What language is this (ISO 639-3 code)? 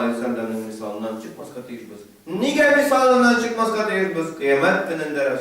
tat